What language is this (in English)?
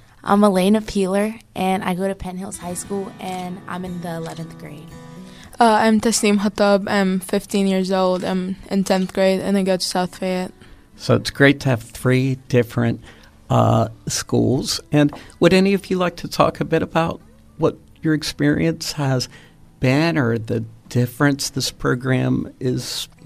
English